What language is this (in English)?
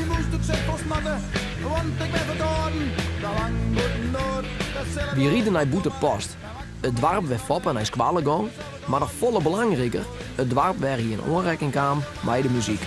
Western Frisian